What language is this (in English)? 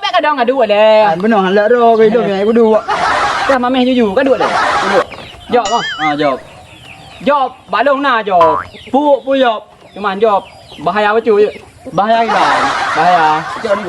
Achinese